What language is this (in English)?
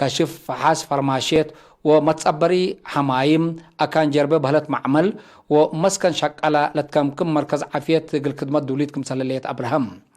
Tigre